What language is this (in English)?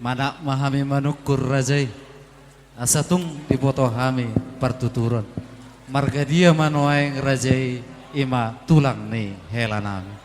Batak Toba